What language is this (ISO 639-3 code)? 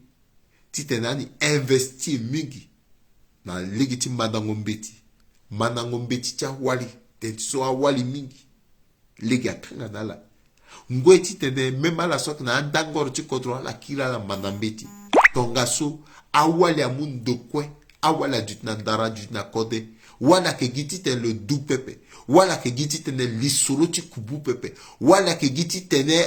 sag